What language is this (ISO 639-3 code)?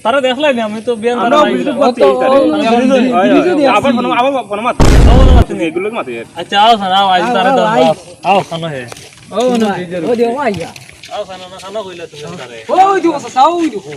syl